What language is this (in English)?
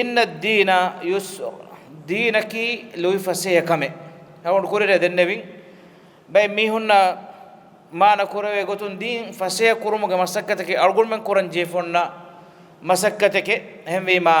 Divehi